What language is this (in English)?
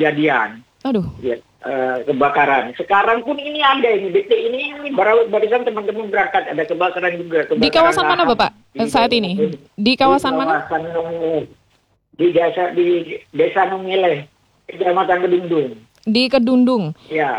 Indonesian